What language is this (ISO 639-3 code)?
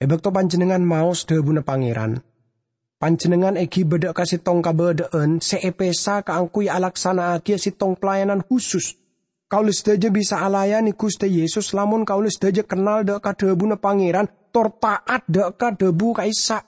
mad